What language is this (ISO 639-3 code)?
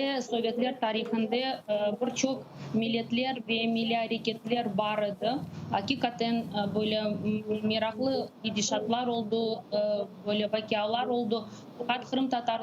crh